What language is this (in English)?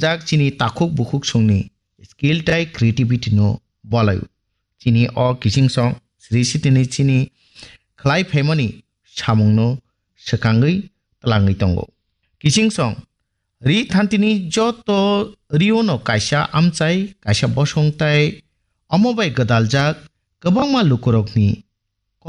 Kok Borok